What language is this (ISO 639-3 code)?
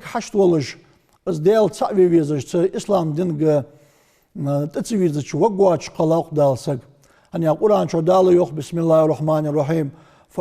inh